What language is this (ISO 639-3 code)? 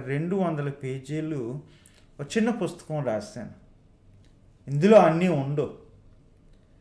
tel